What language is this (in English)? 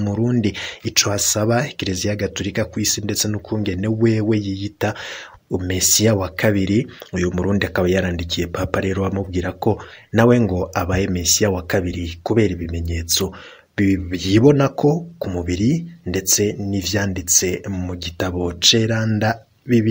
Rundi